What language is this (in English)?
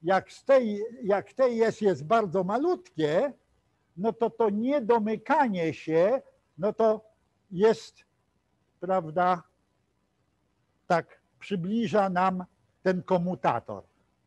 Polish